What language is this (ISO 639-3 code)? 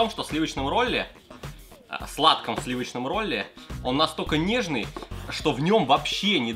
rus